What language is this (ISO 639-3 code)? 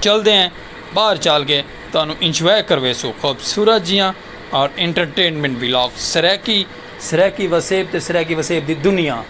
skr